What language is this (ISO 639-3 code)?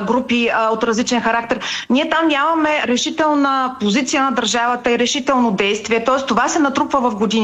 bul